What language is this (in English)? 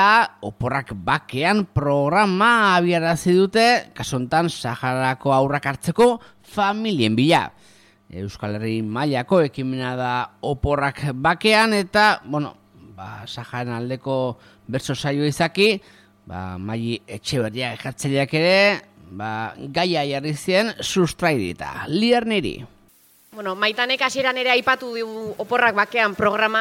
Basque